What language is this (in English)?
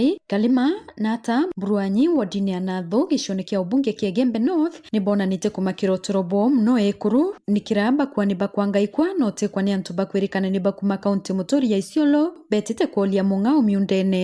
Meru